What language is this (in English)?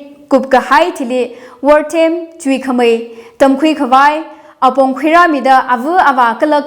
Tangkhul Naga (India)